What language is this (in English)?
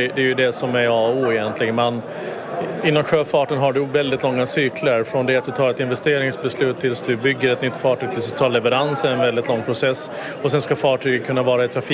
Swedish